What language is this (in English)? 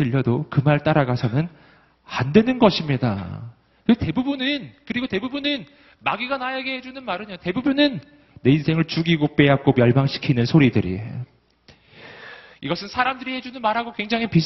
Korean